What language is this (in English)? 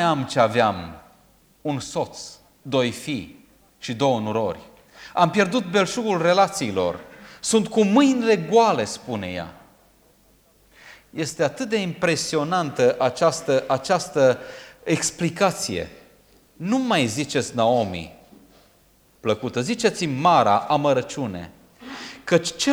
Romanian